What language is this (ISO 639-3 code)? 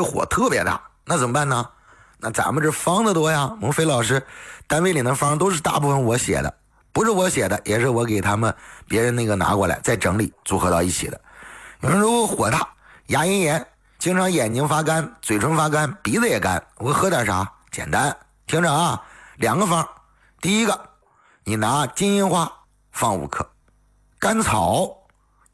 zho